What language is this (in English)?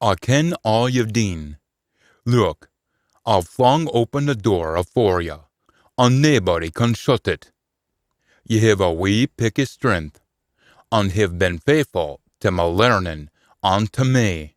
Scots